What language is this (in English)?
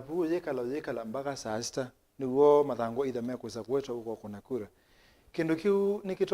Kamba